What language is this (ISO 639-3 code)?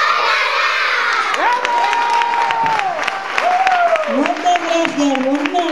cat